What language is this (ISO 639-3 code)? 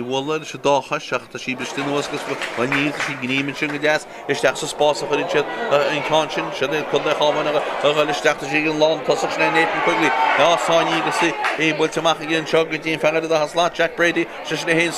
gle